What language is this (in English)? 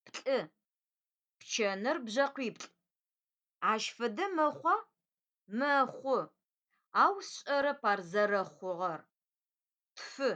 Adyghe